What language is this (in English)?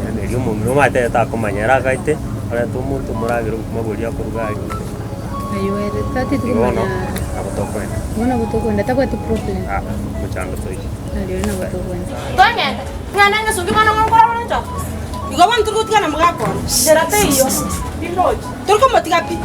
Gusii